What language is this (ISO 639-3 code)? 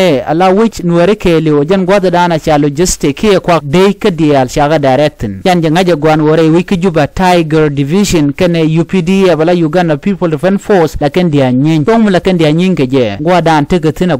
nus